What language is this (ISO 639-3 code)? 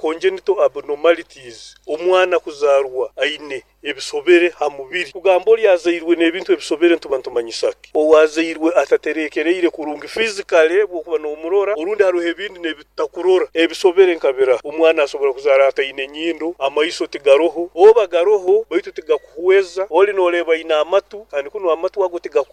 nyn